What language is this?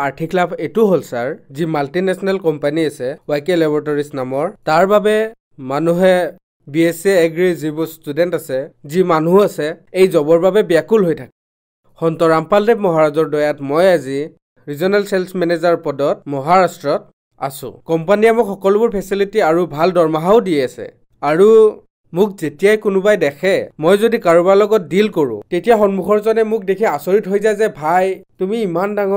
Assamese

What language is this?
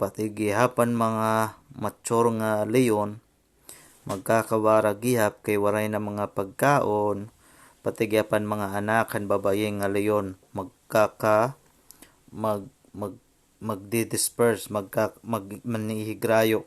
Waray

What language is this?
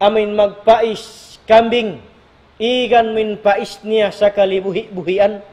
Tausug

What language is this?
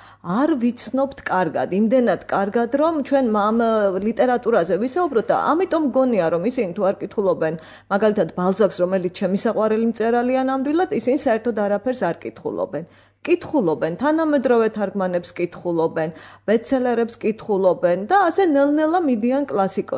Georgian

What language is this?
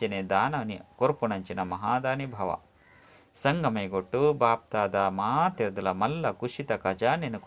Tulu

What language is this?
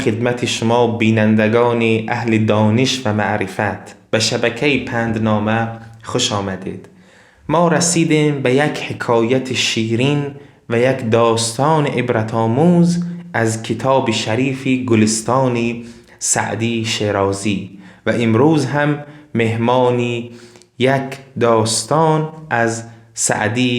Tajik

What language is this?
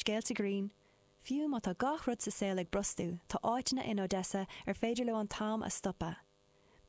Irish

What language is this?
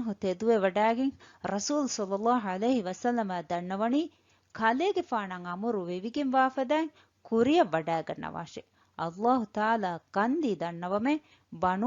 Divehi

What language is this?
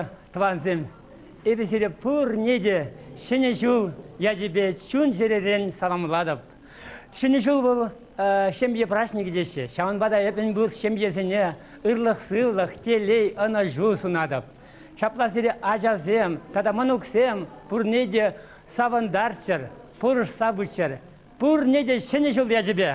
Chuvash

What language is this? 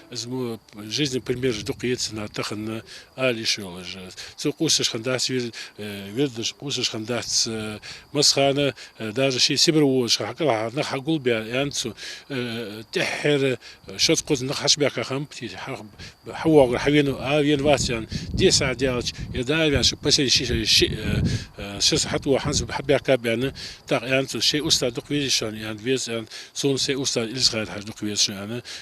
Ingush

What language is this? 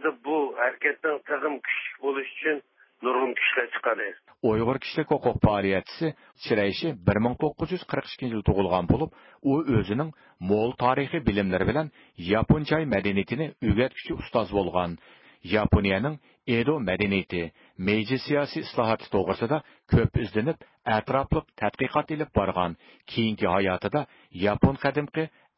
Uyghur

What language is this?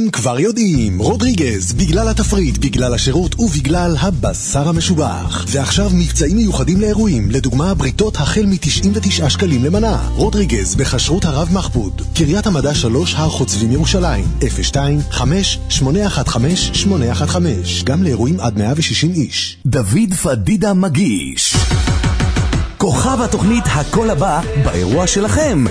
Hebrew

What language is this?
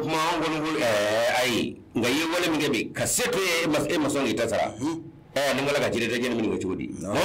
Bambara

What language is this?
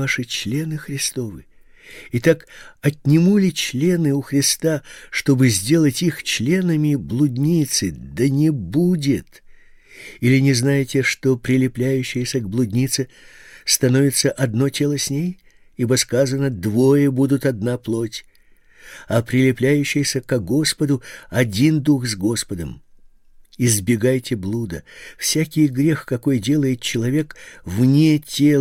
Russian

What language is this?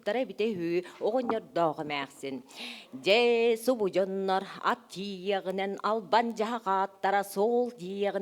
Yakut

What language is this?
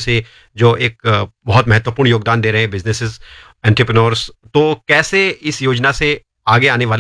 Hindi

